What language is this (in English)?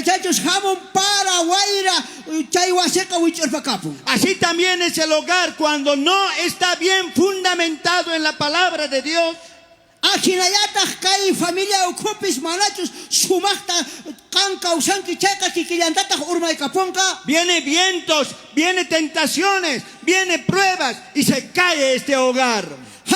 South Bolivian Quechua